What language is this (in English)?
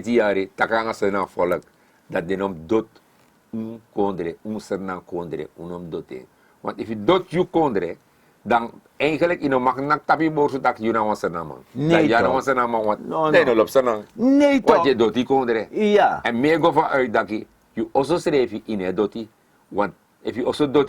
Sranan Tongo